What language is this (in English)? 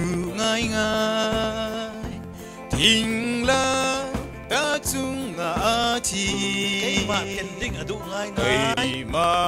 Falam Chin